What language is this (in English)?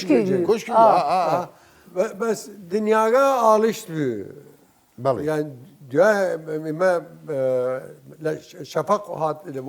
Southern Kurdish